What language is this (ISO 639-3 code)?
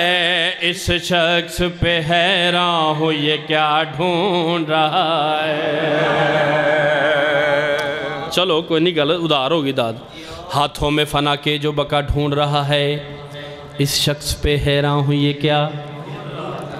urd